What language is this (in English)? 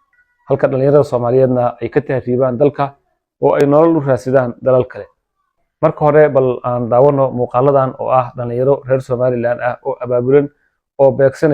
Somali